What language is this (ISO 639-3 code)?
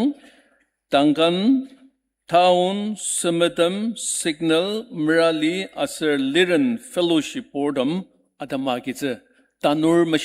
njo